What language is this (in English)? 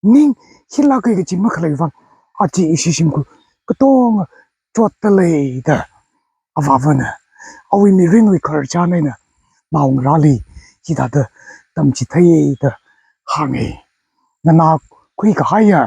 Tangkhul Naga (India)